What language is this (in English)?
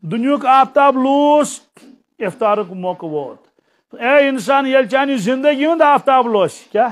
Kashmiri